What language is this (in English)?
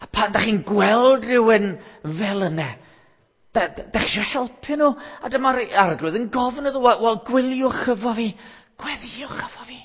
Welsh